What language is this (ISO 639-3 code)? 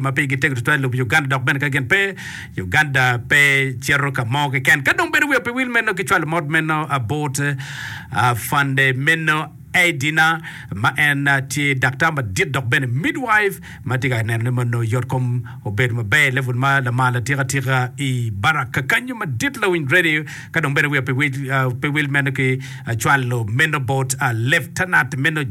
ach